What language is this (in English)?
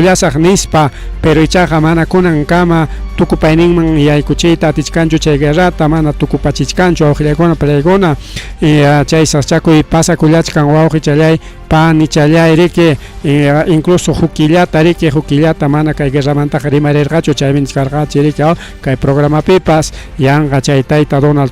Ayacucho Quechua